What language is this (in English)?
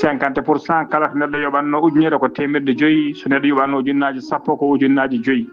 Fula